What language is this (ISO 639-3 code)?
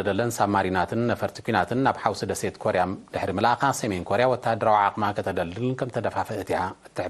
tir